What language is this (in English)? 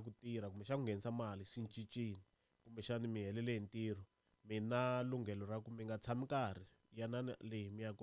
Tsonga